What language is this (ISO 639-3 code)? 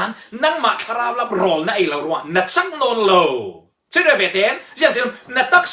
cfm